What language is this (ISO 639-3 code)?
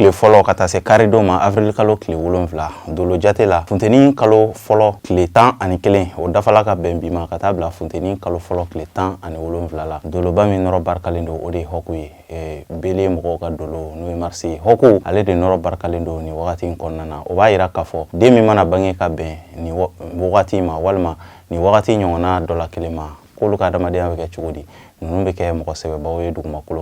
bam